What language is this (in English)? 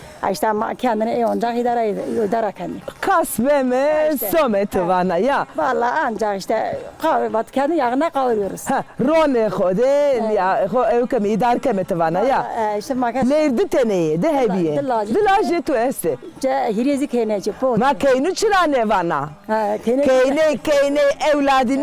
Zaza